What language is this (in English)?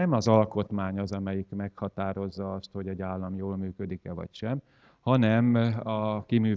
Hungarian